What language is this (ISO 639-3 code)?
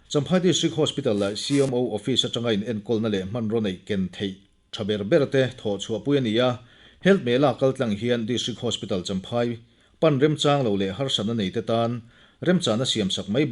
lus